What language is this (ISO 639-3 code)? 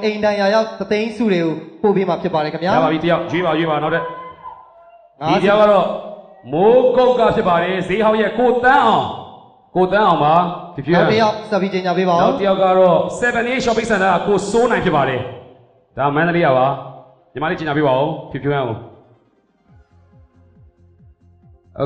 mya